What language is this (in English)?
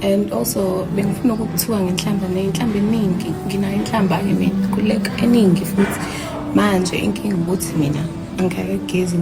Zulu